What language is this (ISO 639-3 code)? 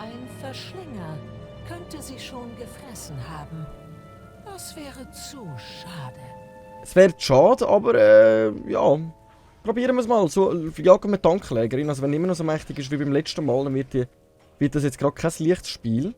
gsw